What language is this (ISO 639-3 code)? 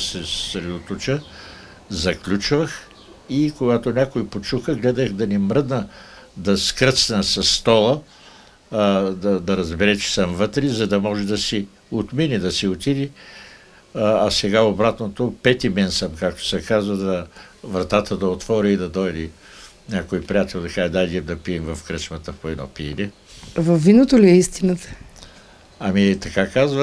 bul